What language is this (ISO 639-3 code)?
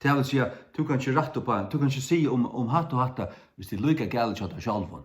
fao